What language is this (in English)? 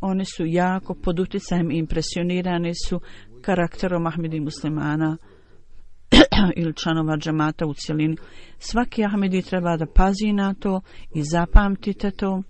Bosnian